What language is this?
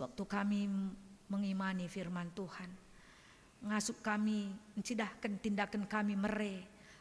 Batak Karo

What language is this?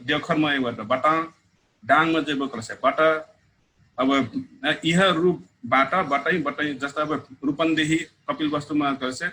Dangaura Tharu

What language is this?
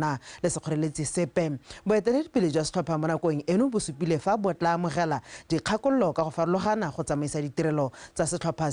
Tswana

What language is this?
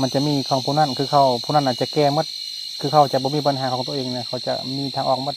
Lao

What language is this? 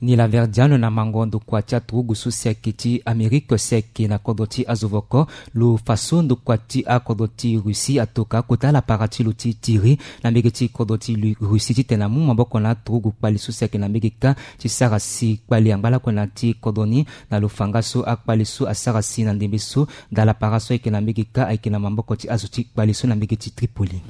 Sango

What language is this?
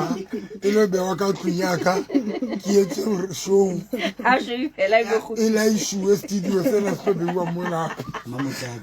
Southern Sotho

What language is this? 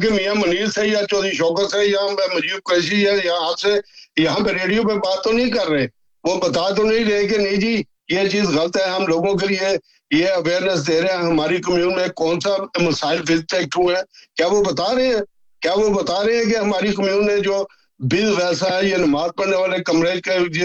Urdu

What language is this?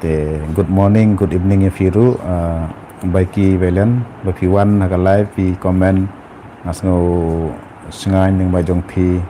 Khasi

